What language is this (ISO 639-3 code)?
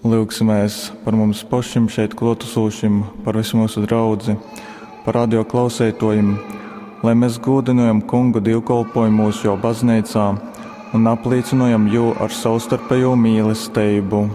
ltg